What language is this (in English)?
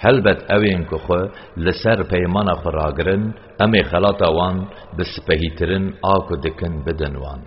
Kurdish